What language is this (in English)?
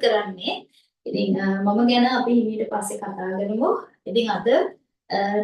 Sinhala